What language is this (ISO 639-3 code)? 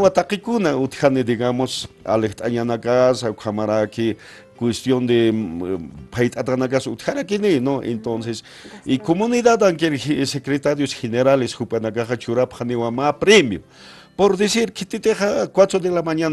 aym